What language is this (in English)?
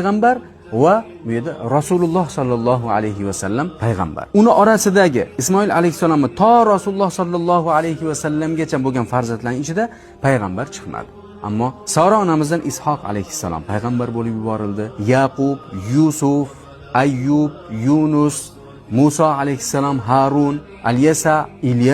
Uzbek